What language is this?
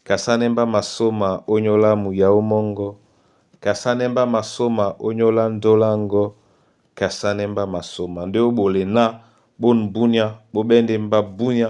Duala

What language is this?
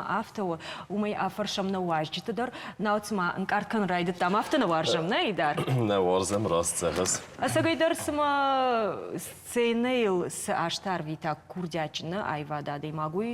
Ossetic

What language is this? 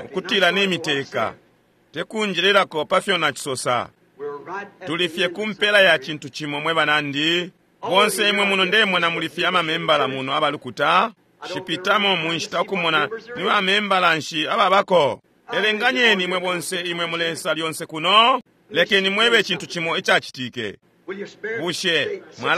Bemba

